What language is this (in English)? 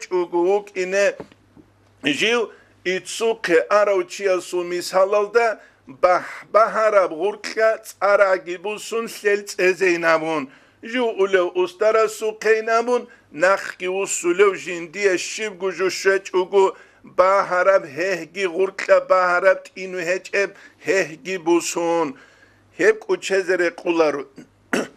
Avaric